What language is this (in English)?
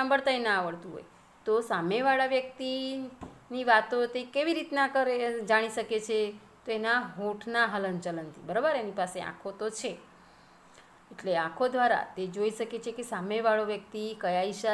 Gujarati